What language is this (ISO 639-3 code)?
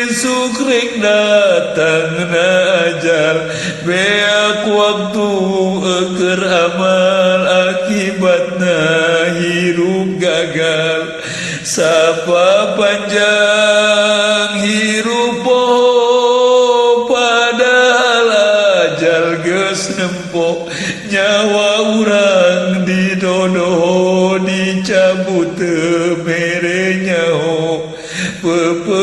sun